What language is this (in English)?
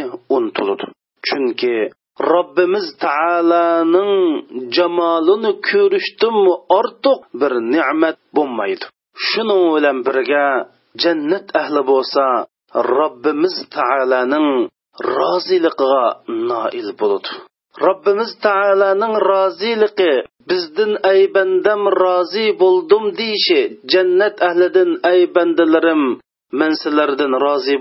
Uyghur